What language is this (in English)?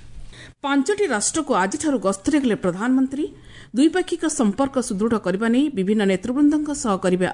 Odia